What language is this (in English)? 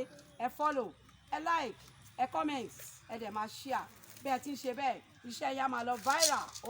Yoruba